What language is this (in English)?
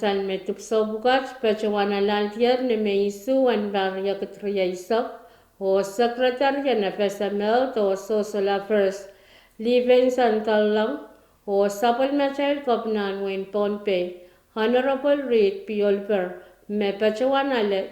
Pohnpeian